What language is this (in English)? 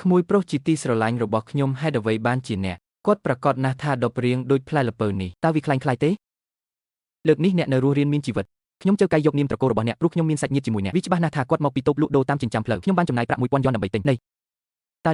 Khmer